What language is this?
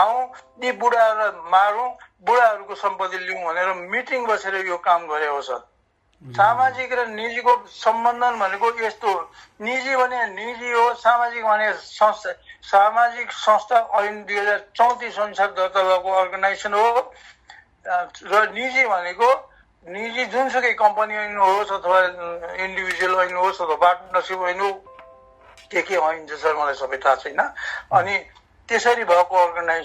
Nepali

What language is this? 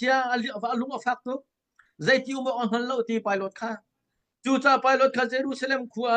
Hakha Chin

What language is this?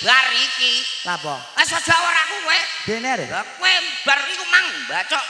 Javanese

